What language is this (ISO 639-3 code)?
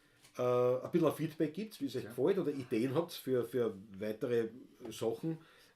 bar